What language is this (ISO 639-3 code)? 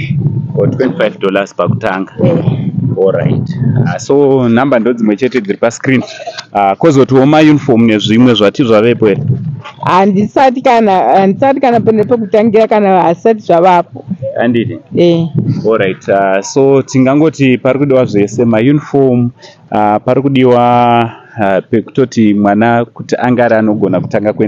sna